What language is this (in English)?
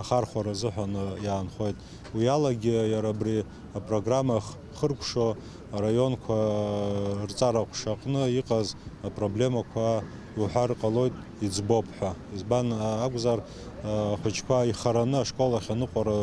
Abkhazian